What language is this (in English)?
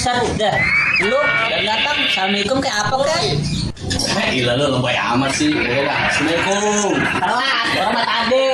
Betawi